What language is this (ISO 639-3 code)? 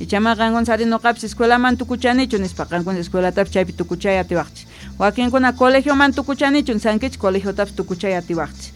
quh